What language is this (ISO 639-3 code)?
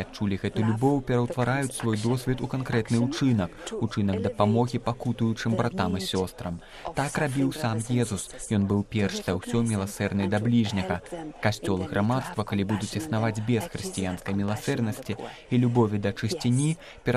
bel